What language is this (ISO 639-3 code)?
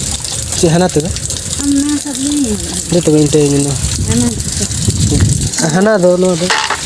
sat